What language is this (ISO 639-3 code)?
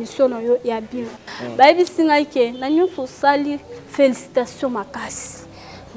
lin